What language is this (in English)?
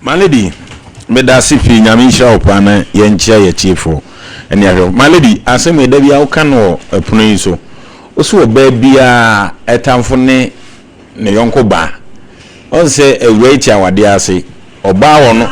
Akan